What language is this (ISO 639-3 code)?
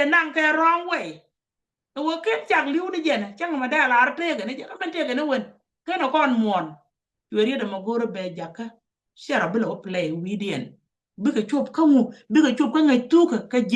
nus